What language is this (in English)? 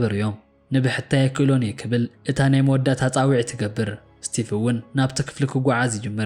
Tigrinya